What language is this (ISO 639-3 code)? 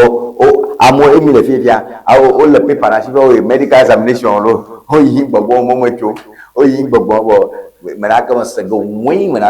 ewe